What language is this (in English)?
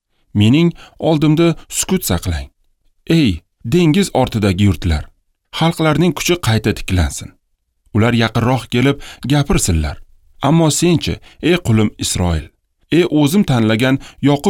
Uzbek